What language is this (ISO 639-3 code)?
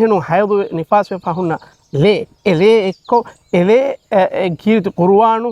div